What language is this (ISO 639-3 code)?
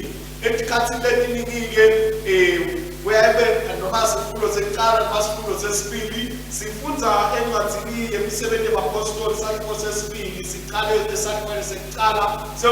ssw